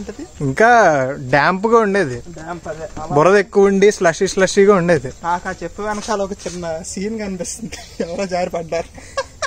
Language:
Telugu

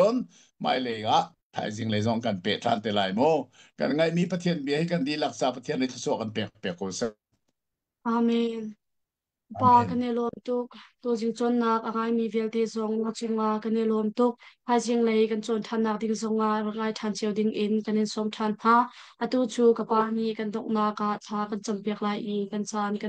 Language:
Hakha Chin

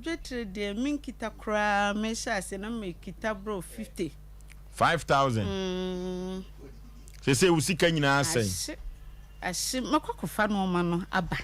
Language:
Akan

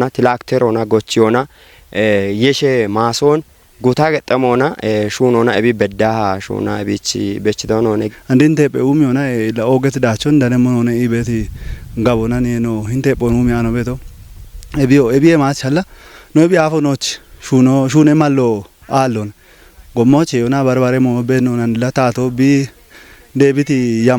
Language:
Kafa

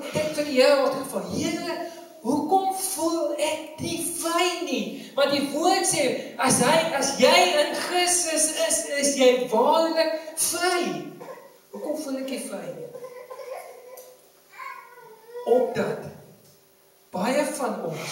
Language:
Afrikaans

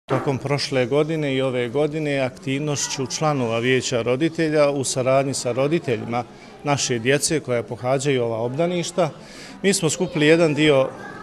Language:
Bosnian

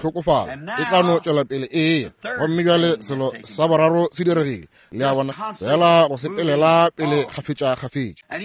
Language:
Northern Sotho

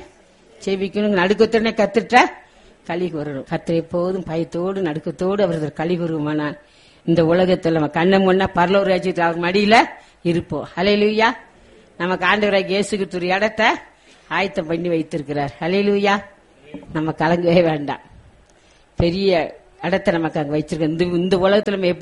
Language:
Tamil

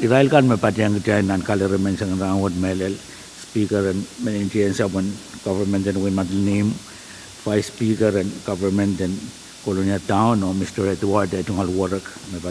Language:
Pohnpeian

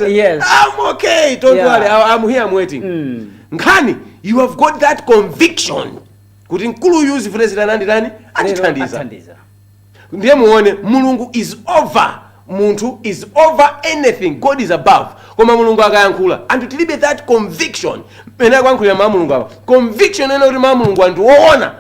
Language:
Nyanja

